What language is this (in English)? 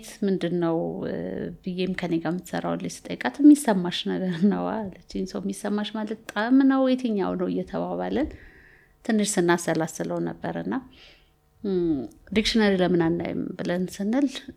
Amharic